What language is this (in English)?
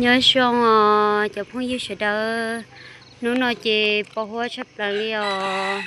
Hmong